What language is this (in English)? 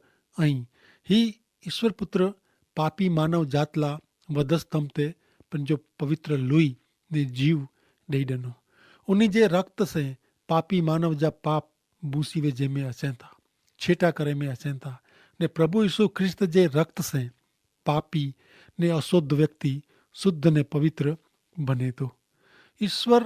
Kachhi